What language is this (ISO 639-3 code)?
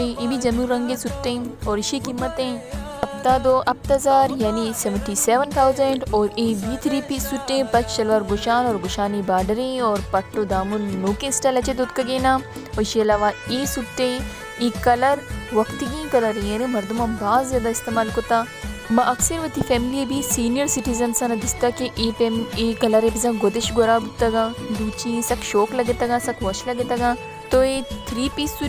bal